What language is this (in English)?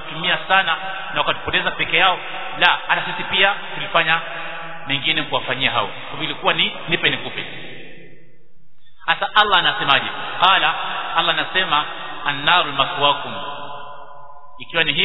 Swahili